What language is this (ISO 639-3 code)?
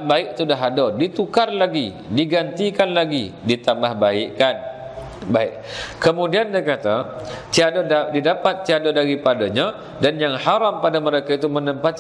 msa